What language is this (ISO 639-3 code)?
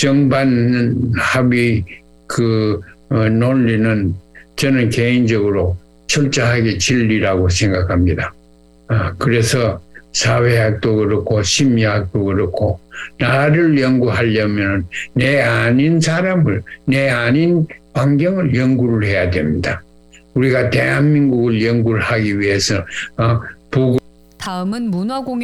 kor